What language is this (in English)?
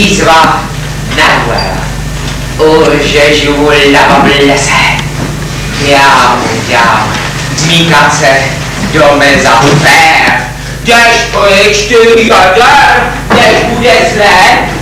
Czech